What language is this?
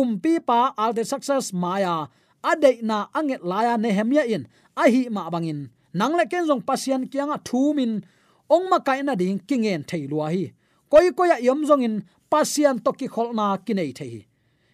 Tedim Chin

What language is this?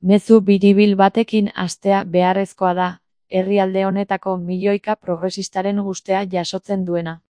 Basque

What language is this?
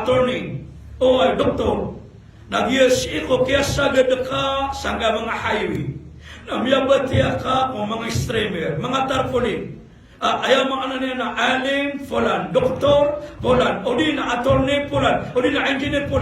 Maranao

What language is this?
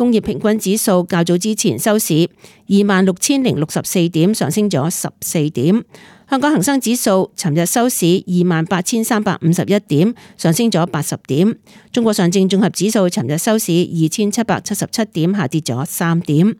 Cantonese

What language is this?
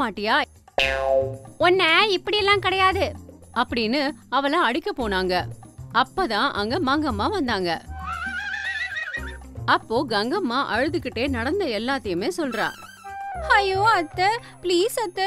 Tamil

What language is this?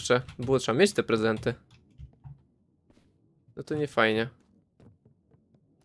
Polish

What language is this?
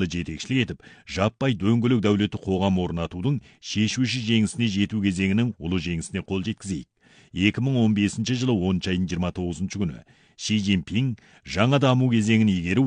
Kazakh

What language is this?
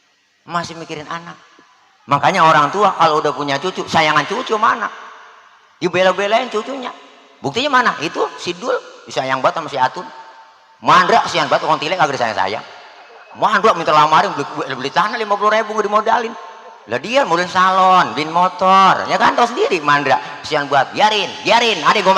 Betawi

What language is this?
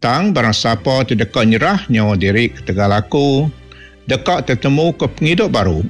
Iban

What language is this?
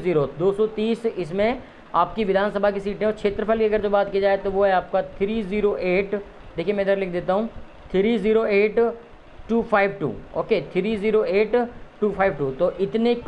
Hindi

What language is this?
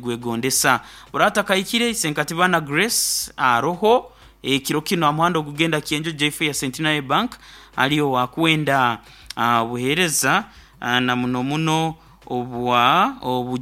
Nyoro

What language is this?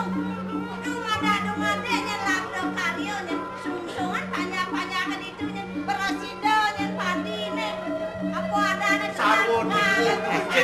Balinese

